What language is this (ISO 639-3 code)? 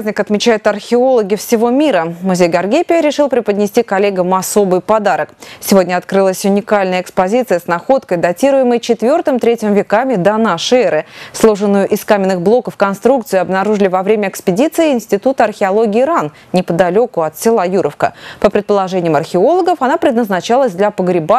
rus